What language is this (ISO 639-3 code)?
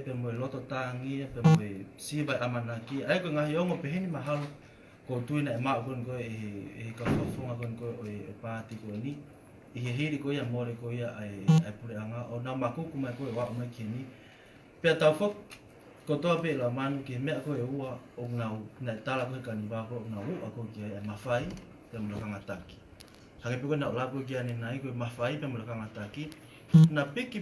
ton